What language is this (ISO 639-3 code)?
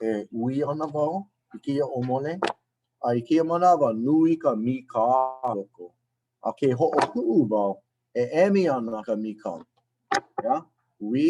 haw